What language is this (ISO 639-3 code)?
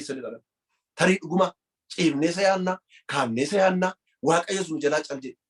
orm